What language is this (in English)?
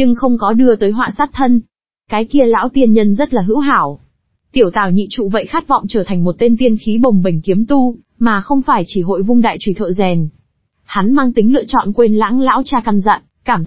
Vietnamese